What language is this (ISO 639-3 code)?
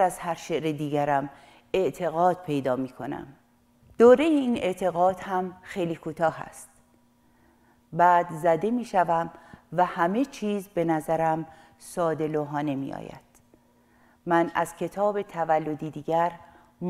fas